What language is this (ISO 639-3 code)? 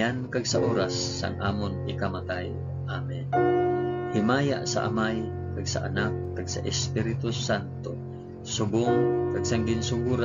hil